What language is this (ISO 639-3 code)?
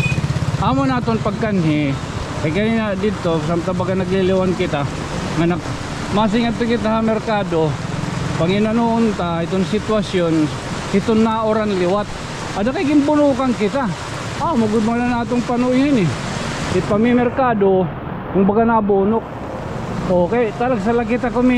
war